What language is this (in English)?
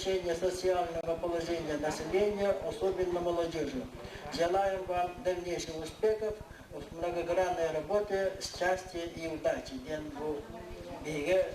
Yakut